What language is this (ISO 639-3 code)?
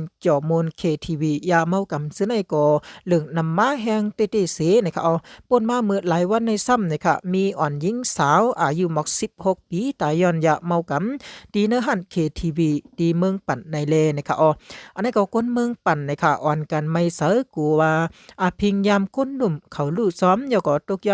shn